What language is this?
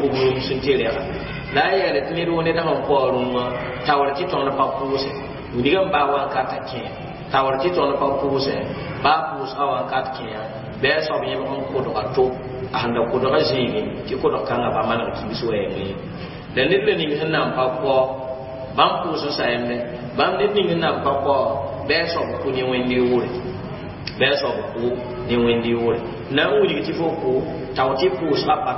Mossi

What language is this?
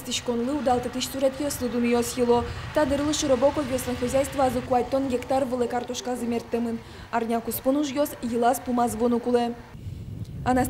Udmurt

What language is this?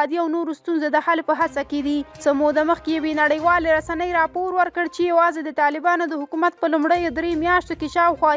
Pashto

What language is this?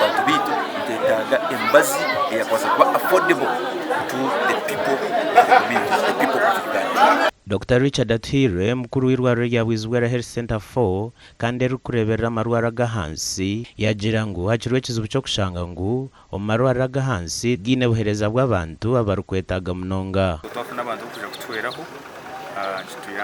Nyankole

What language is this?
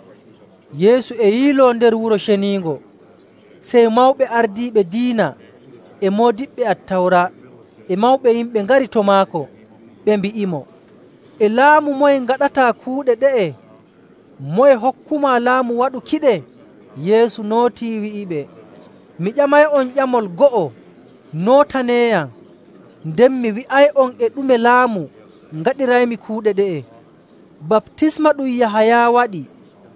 Nigerian Fulfulde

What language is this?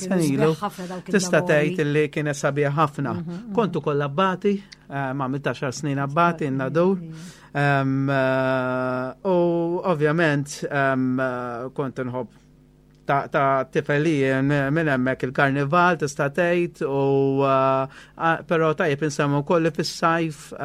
Maltese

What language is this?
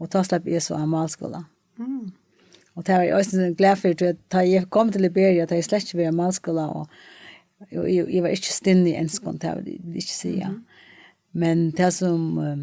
Faroese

